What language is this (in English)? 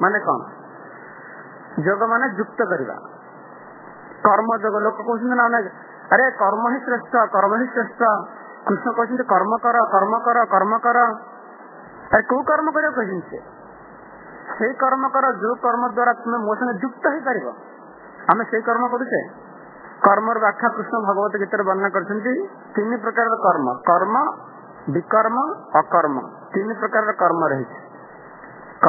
Odia